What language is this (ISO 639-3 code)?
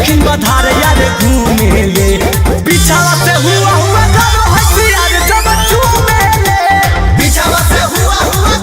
mag